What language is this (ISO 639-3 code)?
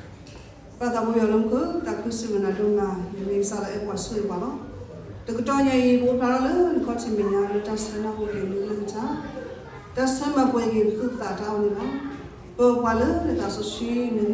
ksw